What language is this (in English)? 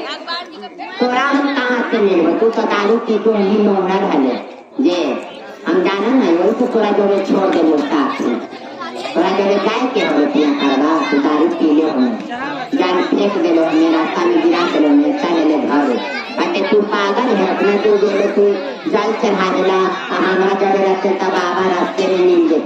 Magahi